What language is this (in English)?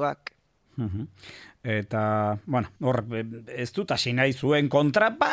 Basque